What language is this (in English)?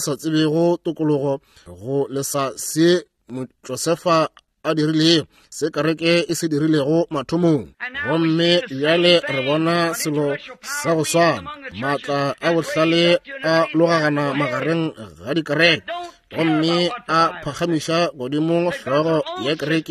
Northern Sotho